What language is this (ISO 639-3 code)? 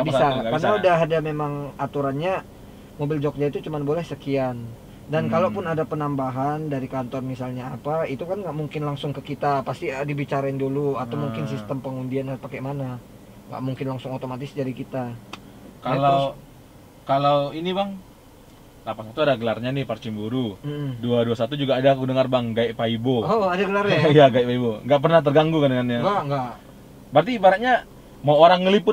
ind